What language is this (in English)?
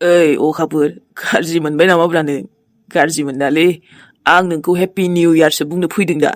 Bodo